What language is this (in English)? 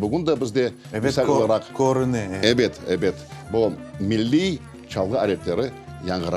Crimean Tatar